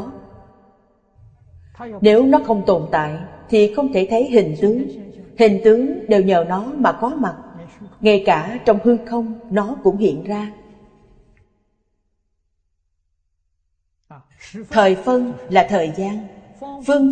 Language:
Vietnamese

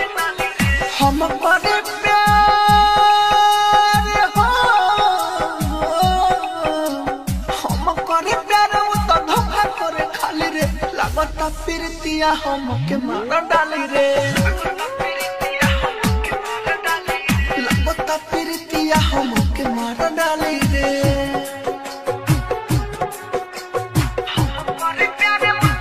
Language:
Bhojpuri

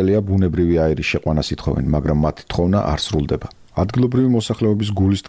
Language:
Georgian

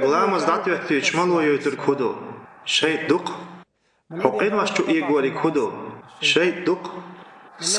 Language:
Chechen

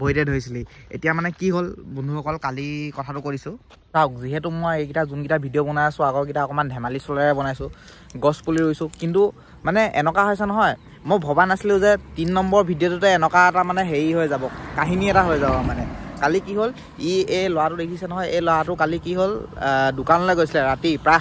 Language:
Assamese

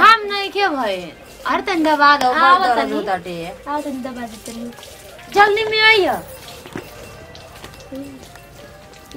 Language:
Bhojpuri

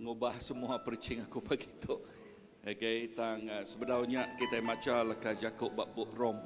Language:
Iban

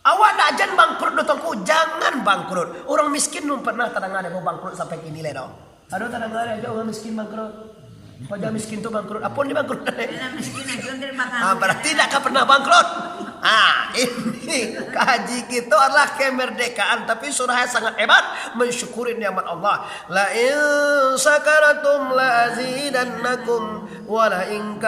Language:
Minangkabau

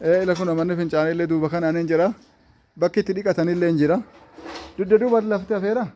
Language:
Oromo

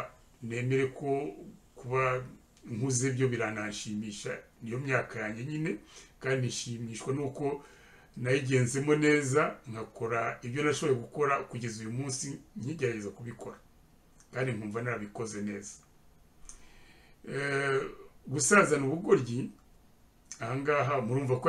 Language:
Kinyarwanda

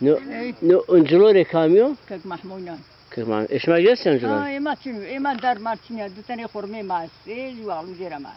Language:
Zaza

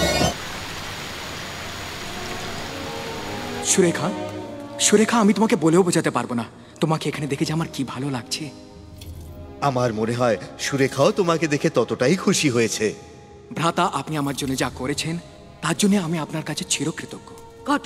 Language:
Bangla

